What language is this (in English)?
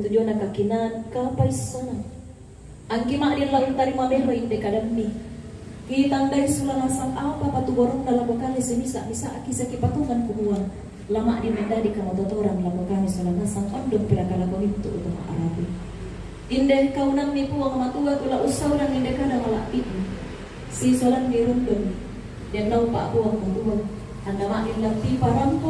Toraja-Sa'dan